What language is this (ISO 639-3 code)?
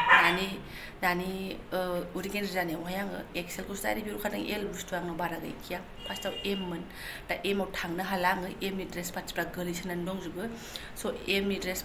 brx